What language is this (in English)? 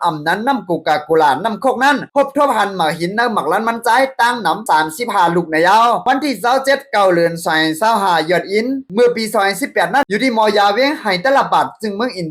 Shan